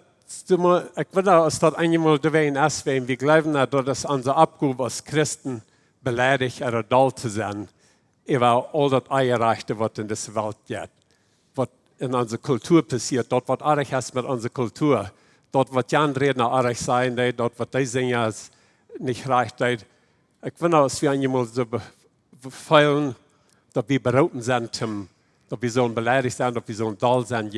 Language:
Plautdietsch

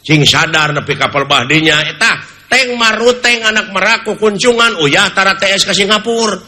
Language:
Sundanese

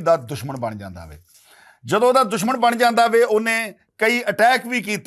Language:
Western Panjabi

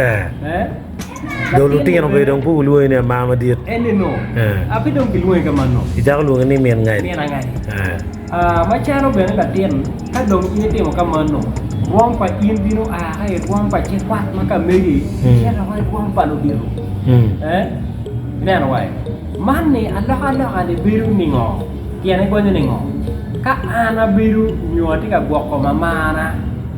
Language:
Acoli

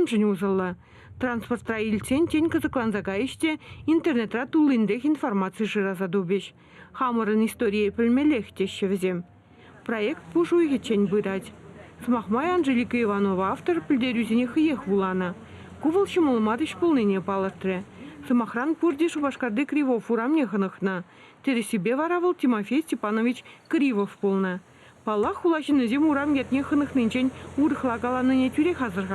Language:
Chuvash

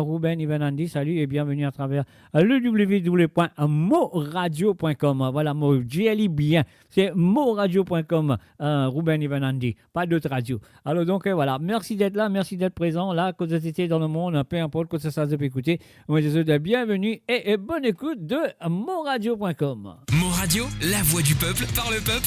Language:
Morisyen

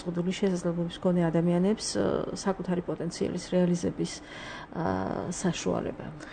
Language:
Georgian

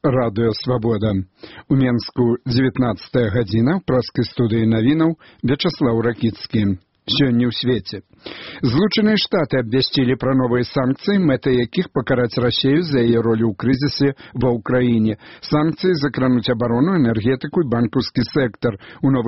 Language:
Belarusian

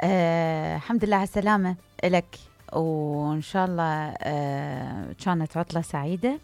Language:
Mesopotamian Arabic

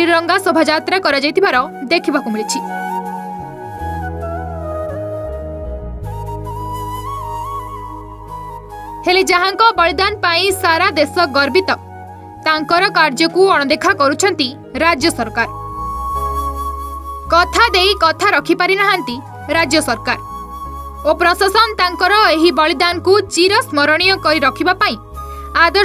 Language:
Odia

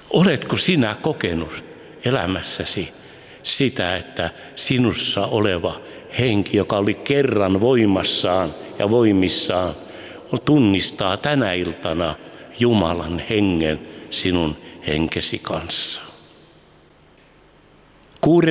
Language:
Finnish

